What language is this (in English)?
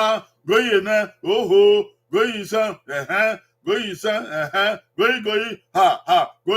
Bini